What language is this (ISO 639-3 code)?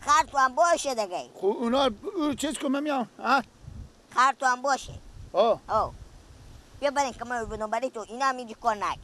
fas